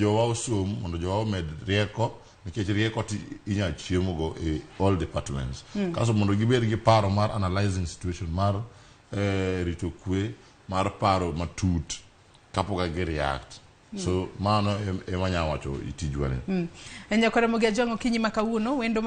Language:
Luo (Kenya and Tanzania)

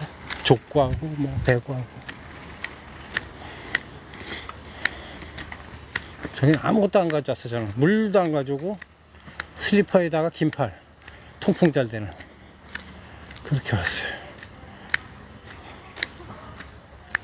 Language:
Korean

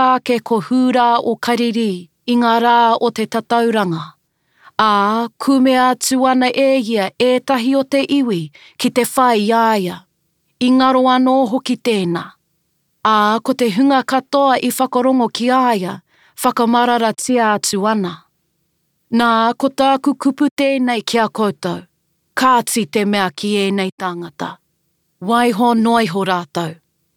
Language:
Māori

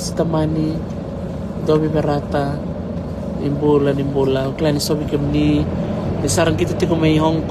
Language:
Fijian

